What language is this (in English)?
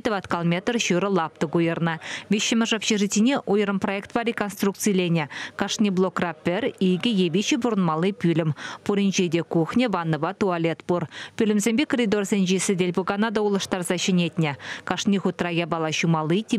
Chuvash